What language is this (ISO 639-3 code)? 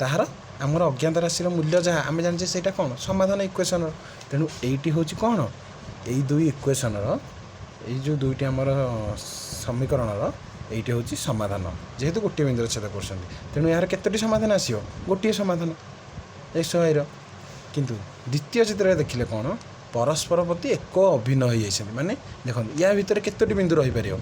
ori